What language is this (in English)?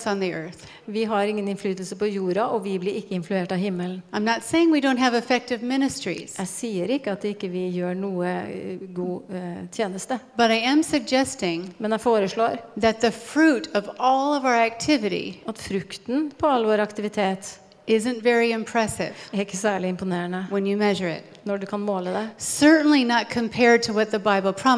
Norwegian